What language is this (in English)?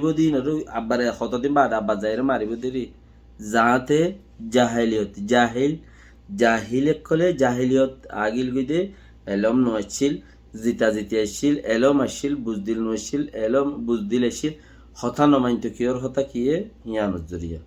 Rohingya